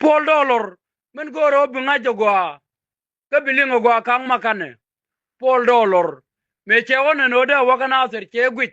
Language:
Nuer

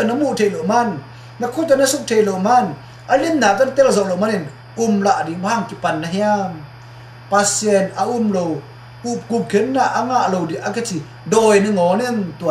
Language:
Tedim Chin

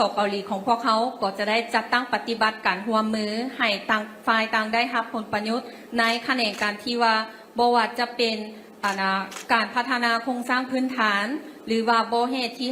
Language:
Lao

